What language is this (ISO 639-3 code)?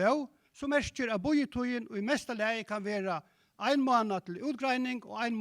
fao